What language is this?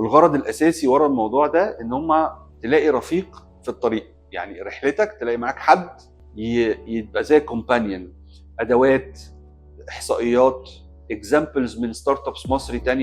Egyptian Arabic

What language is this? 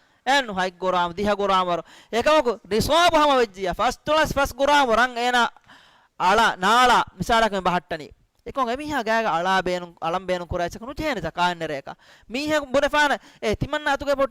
Divehi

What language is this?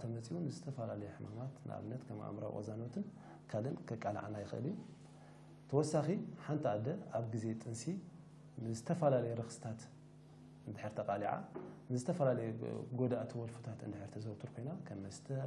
Tigrinya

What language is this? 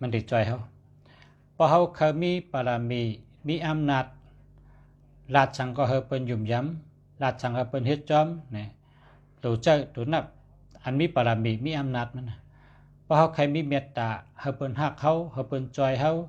Shan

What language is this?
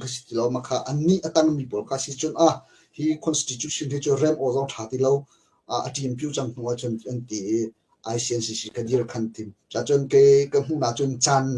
Hakha Chin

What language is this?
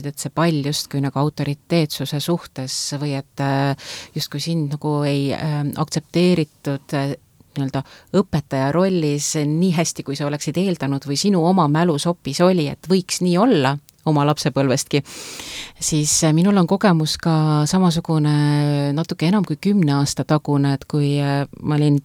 Estonian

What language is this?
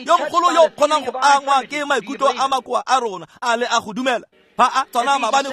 Tswana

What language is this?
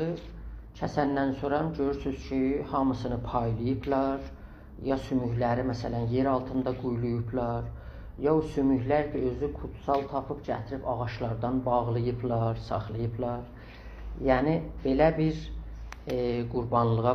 South Azerbaijani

